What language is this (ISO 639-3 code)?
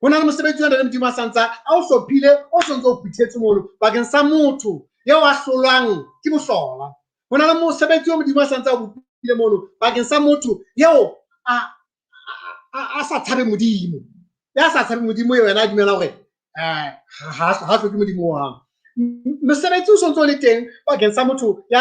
sot